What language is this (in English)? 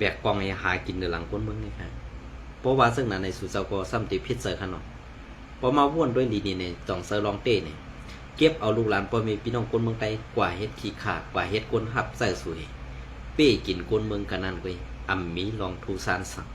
Shan